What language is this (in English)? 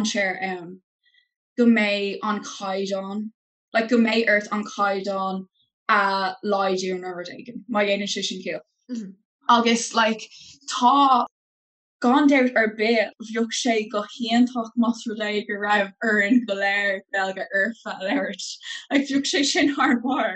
Irish